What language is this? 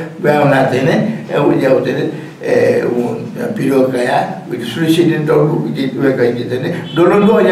Newari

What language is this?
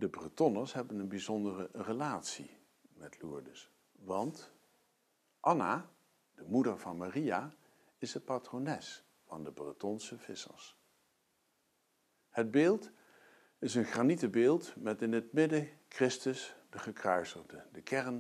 Dutch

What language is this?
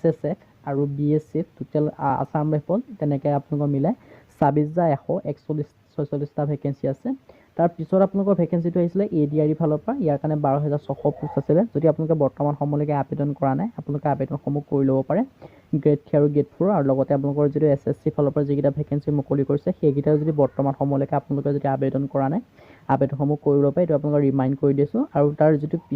Assamese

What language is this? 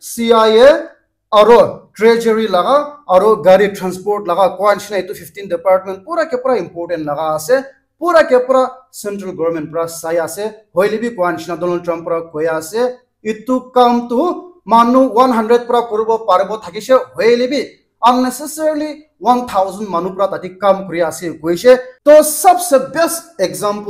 Naga Pidgin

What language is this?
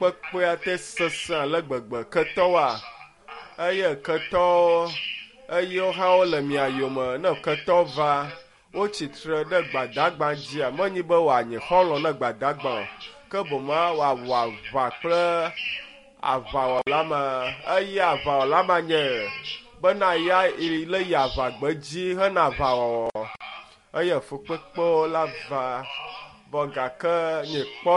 Ewe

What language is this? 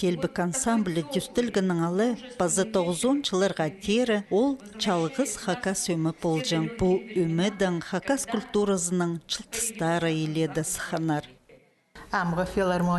Khakas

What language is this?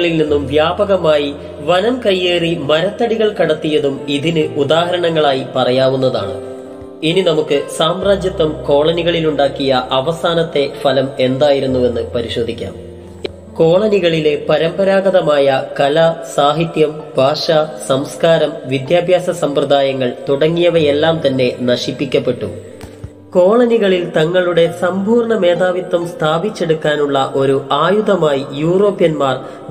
Malayalam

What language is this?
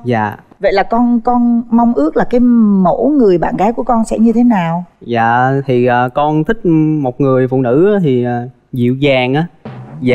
Vietnamese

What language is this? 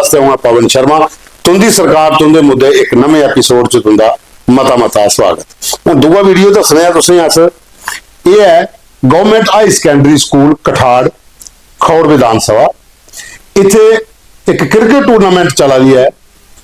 Dogri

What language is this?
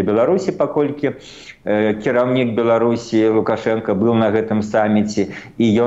Belarusian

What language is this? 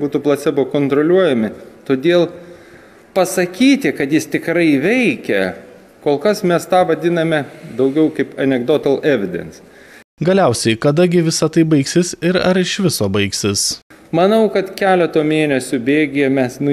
Lithuanian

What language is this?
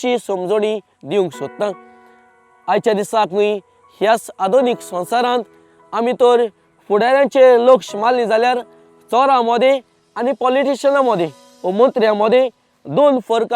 Konkani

